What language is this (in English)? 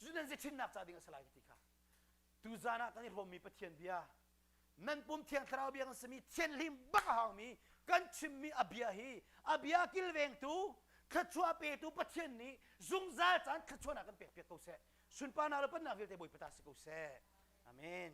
Hakha Chin